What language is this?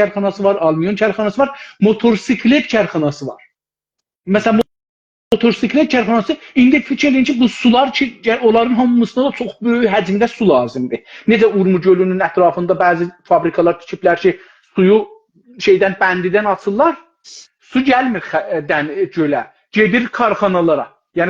South Azerbaijani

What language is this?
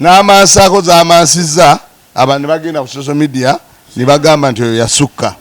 Ganda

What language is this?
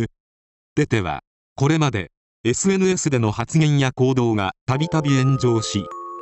Japanese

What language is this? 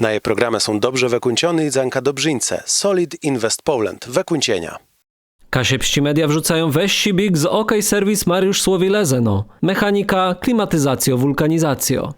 Kashubian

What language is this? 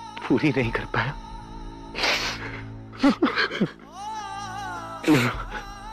Hindi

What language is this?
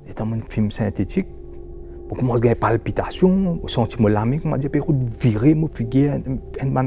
Morisyen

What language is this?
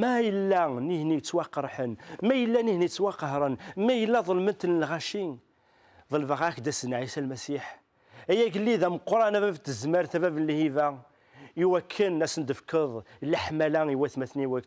Kabyle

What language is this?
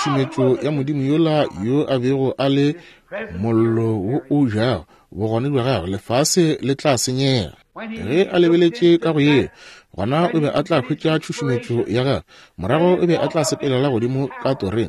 Northern Sotho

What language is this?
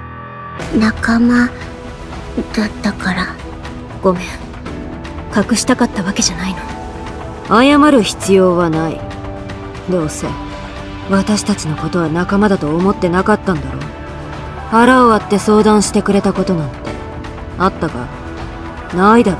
Japanese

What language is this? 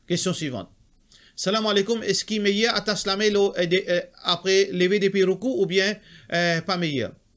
Morisyen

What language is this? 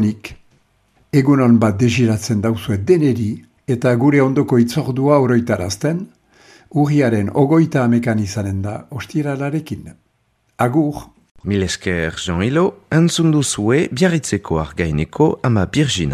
Basque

